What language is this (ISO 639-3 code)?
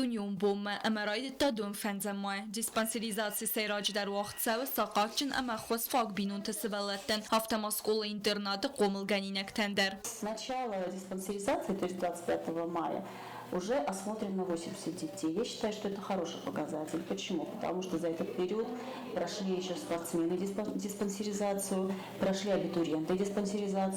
oss